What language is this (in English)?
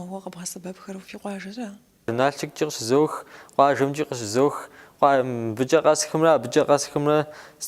Kabardian